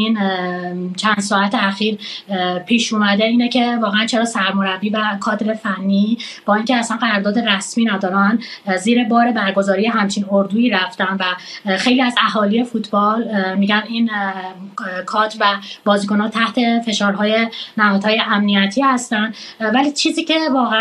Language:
Persian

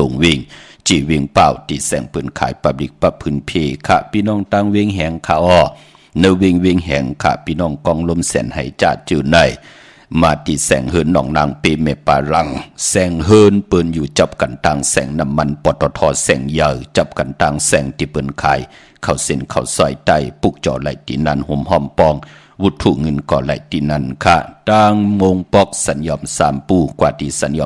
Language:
Shan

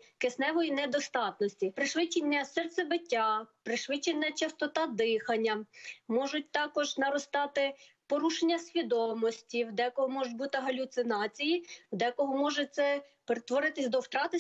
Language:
Ukrainian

